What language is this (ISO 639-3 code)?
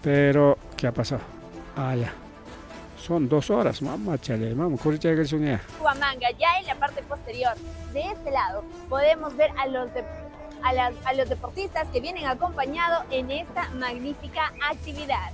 quy